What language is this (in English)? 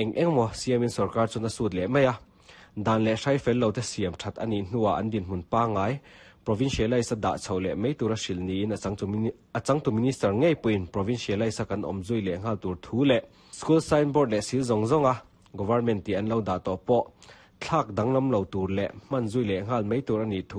Mizo